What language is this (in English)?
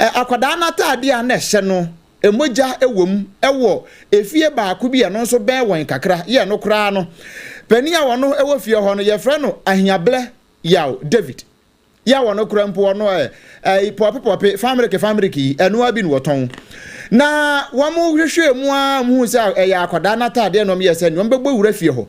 Akan